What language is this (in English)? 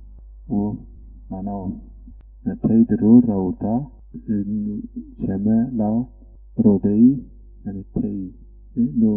Zaza